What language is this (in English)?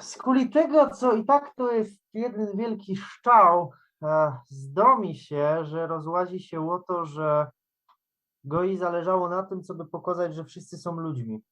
Silesian